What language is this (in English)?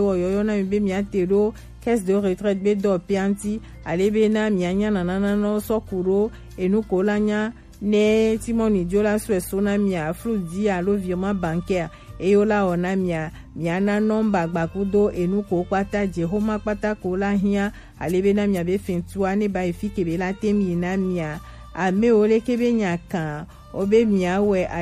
Gen